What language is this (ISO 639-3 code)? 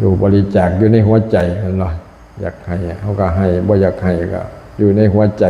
lao